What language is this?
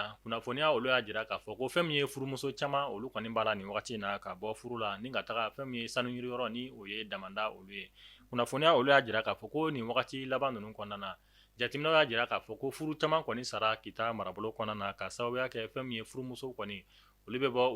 Bambara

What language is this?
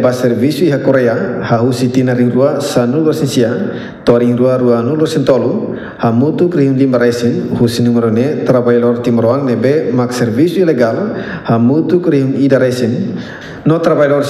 Tetum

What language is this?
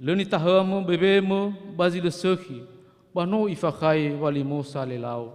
Nias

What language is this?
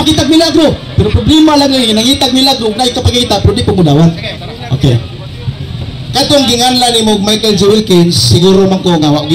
Cebuano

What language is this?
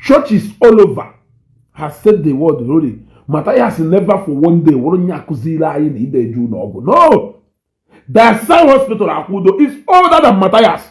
Igbo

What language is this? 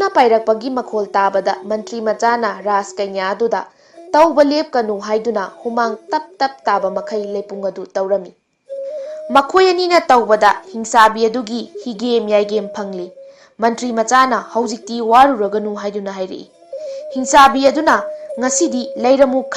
Manipuri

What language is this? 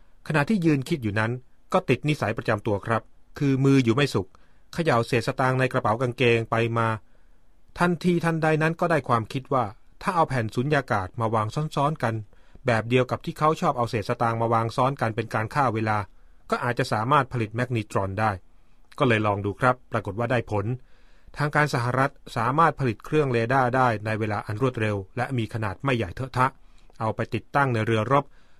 Thai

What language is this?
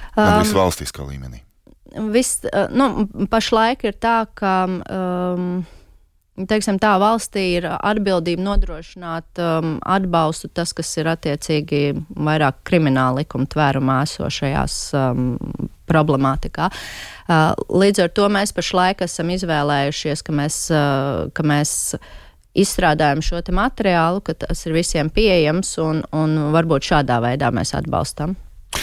Latvian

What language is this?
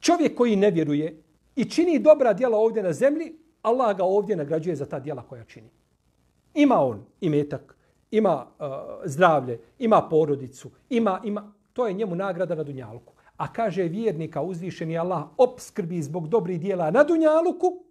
Bosnian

